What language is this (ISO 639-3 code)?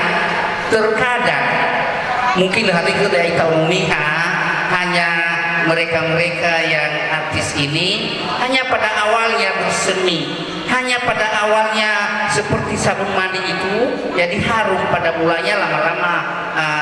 nia